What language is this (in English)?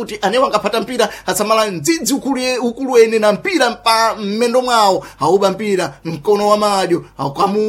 Sena